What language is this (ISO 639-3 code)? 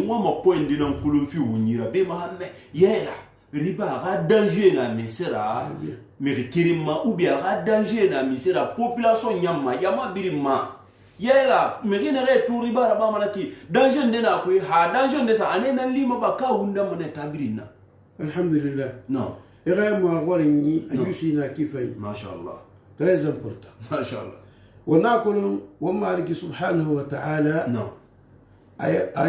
sus